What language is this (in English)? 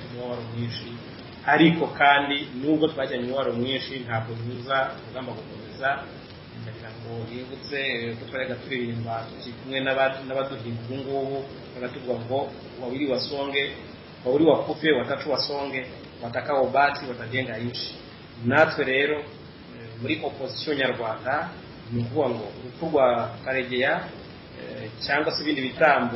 Kinyarwanda